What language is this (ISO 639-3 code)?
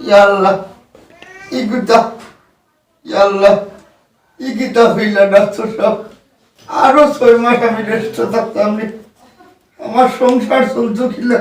syl